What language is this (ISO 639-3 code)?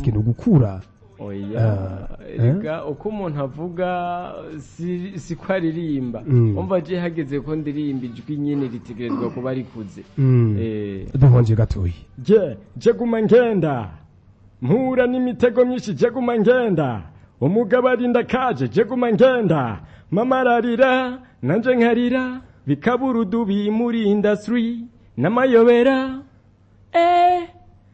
run